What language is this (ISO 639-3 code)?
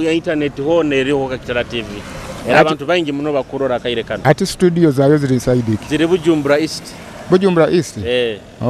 nyo